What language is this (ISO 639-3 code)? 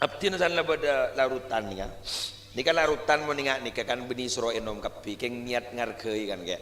mad